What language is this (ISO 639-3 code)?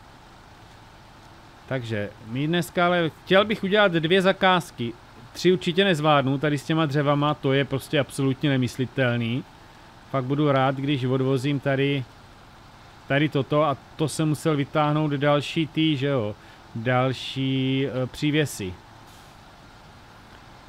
ces